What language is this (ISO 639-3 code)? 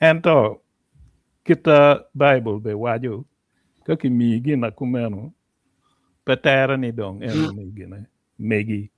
ach